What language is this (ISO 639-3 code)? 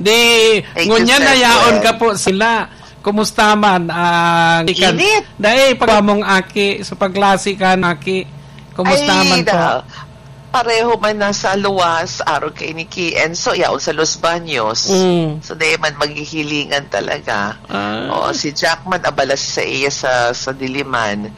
bik